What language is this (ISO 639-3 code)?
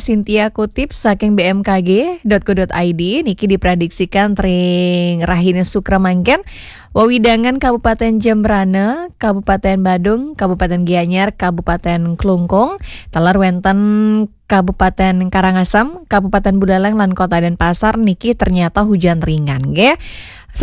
ban